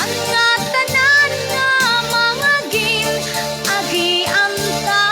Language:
Waray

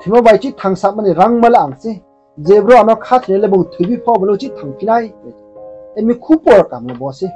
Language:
Riang (India)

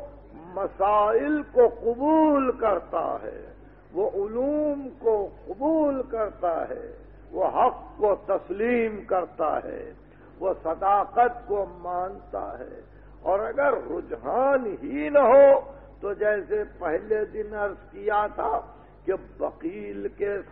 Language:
Urdu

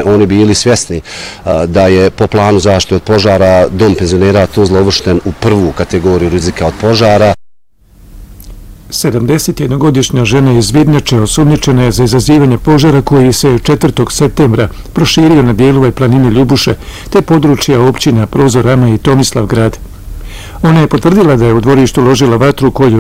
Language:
Bosnian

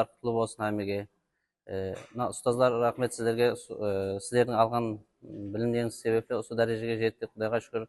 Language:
Kara-Kalpak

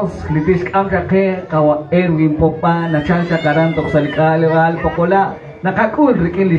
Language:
Kekchí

